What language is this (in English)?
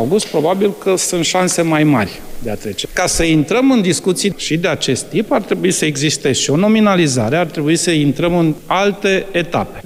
Romanian